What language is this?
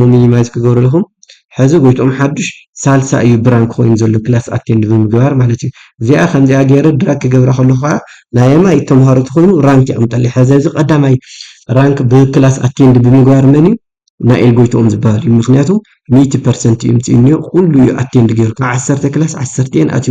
Tigrinya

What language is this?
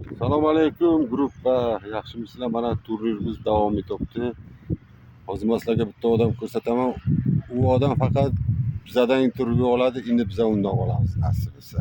Uzbek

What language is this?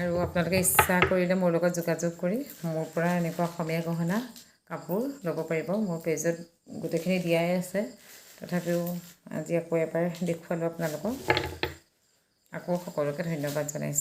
Assamese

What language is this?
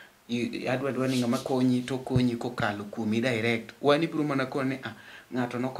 Luo (Kenya and Tanzania)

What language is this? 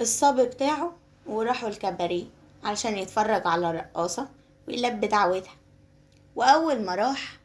Egyptian Arabic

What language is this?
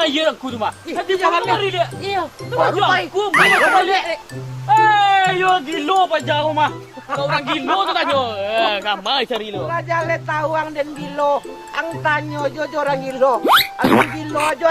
Minangkabau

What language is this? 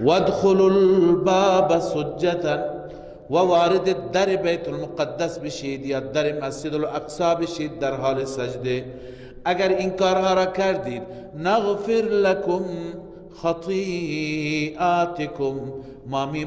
Persian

